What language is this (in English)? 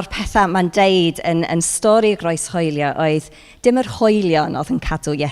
Welsh